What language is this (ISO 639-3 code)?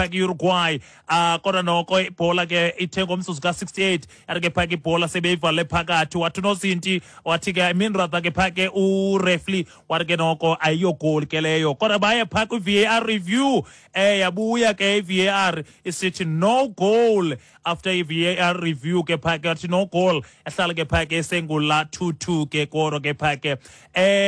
xho